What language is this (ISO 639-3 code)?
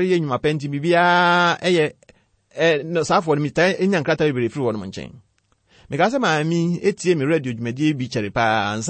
aka